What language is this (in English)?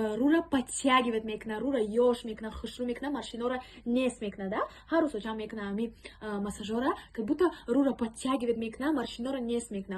Tajik